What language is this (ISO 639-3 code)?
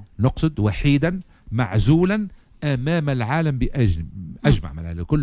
aeb